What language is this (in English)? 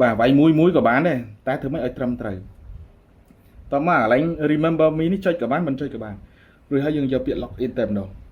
Khmer